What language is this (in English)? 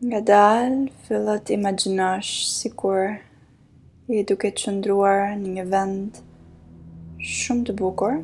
Albanian